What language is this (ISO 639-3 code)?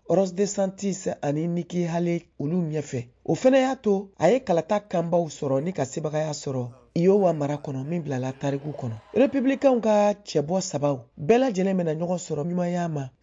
bam